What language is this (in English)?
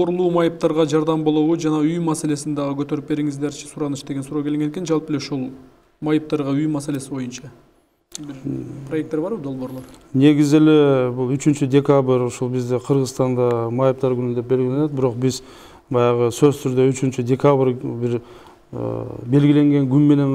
Kyrgyz